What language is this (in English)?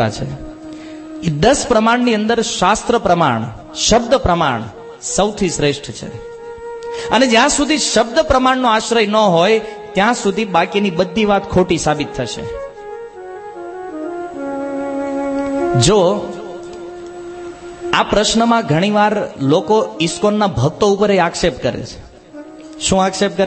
Gujarati